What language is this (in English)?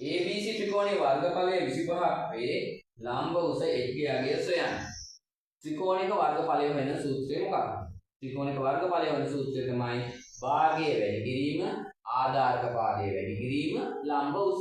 Sinhala